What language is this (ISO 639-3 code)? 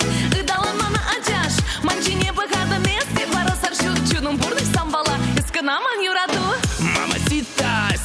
chv